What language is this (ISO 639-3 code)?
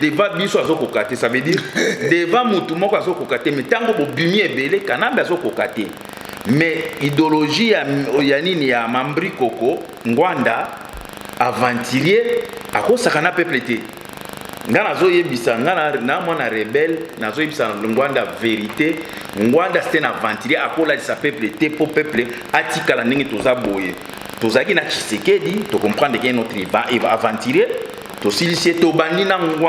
lin